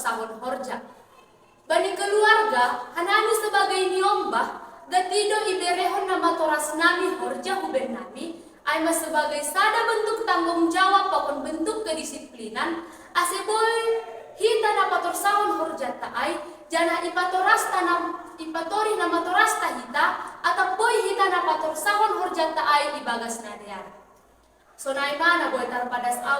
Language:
Batak Simalungun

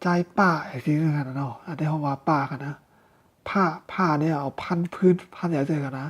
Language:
Shan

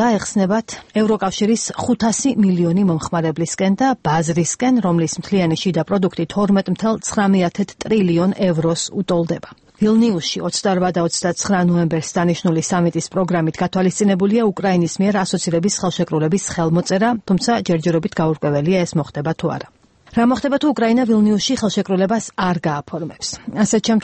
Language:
Georgian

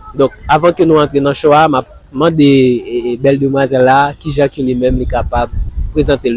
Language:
Haitian Creole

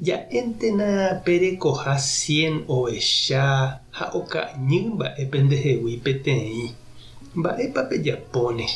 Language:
Guarani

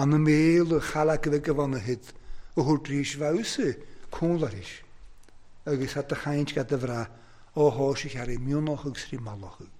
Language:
Welsh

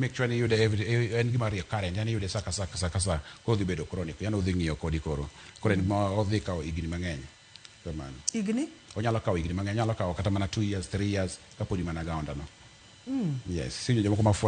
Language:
Luo (Kenya and Tanzania)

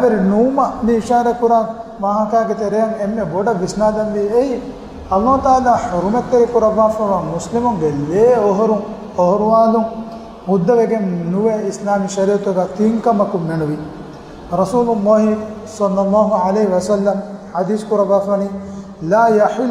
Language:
Divehi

